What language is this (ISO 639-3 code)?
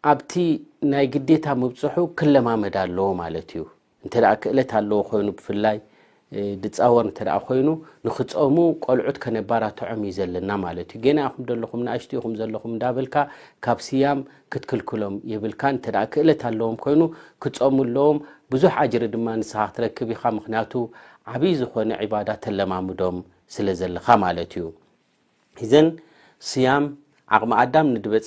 tir